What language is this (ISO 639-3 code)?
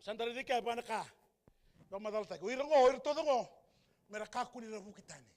fij